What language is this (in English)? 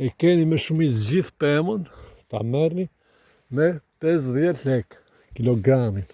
Albanian